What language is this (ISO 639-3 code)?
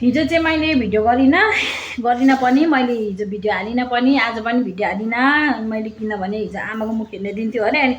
nep